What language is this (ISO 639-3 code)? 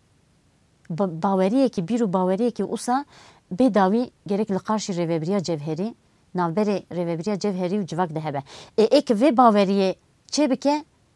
kur